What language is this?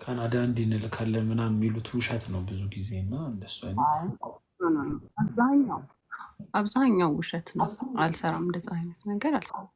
Amharic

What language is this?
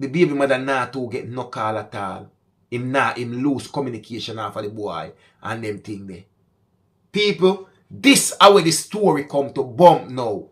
Jamaican Creole English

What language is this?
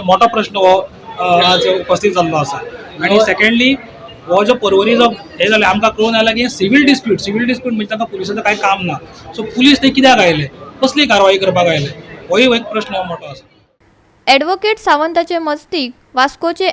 Konkani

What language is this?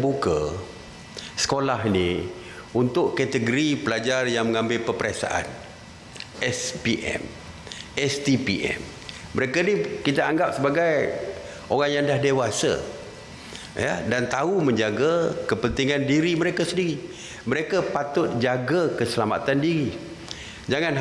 Malay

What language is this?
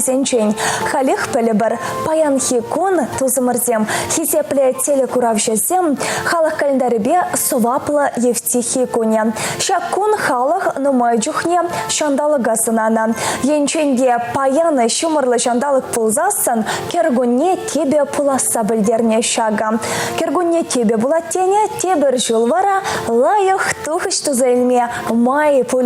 Chuvash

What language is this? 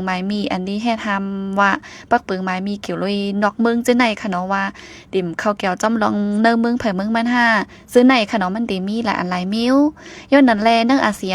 Shan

